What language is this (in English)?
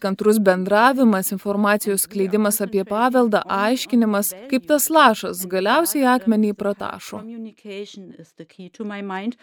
Lithuanian